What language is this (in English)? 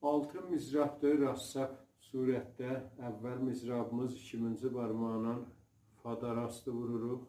South Azerbaijani